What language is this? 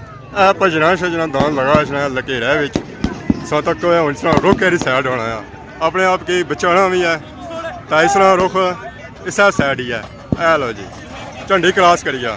Pahari-Potwari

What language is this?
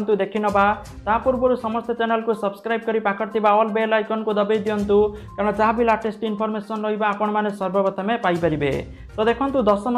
Odia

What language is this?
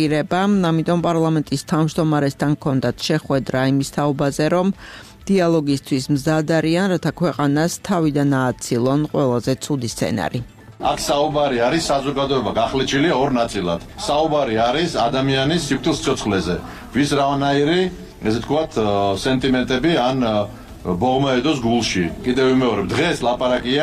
Georgian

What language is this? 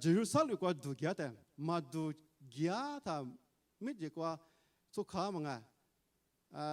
Lisu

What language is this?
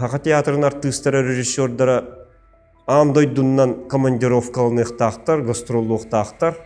Yakut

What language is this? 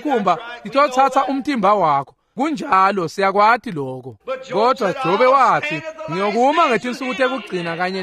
Swati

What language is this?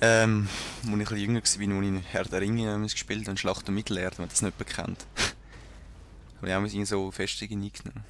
Swiss German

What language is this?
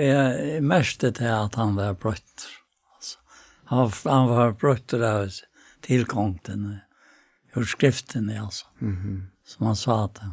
Faroese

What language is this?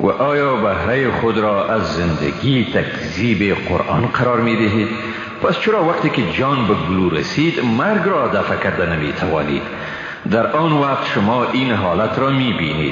Persian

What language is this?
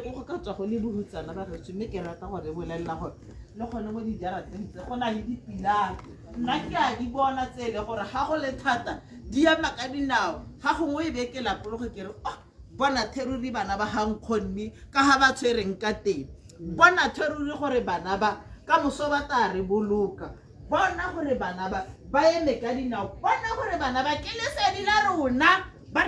Tswana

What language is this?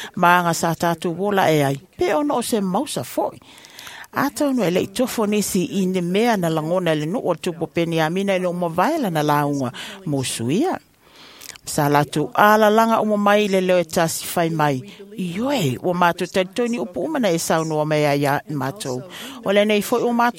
Samoan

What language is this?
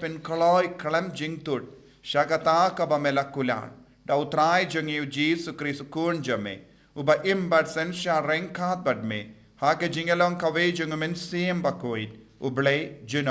Khasi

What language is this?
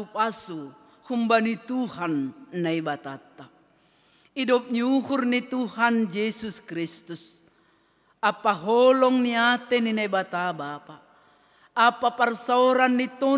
Batak Simalungun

